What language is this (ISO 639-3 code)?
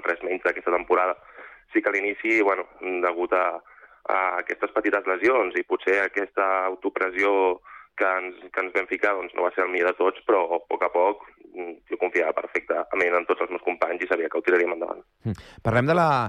cat